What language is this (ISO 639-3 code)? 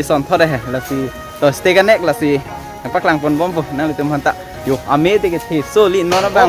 mjw